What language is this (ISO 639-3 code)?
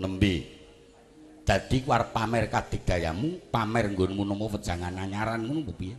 jav